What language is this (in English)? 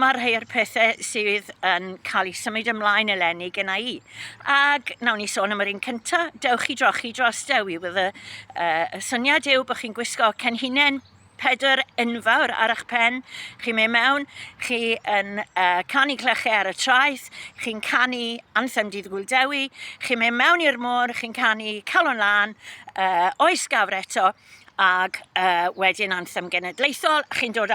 Welsh